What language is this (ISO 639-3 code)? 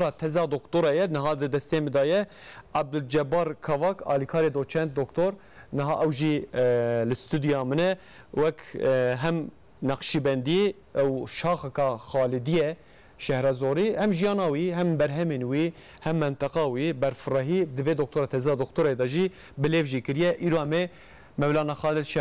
kur